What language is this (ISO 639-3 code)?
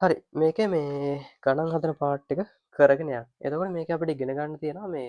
sin